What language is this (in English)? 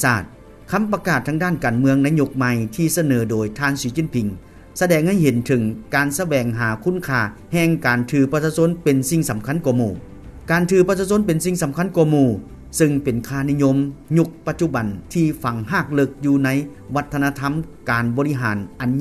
Lao